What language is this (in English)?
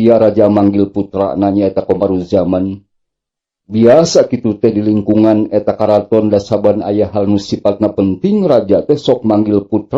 Sundanese